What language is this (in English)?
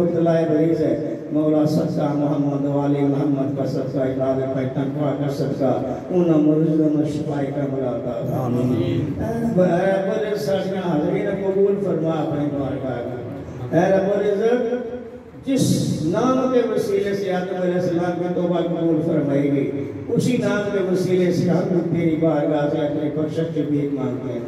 Urdu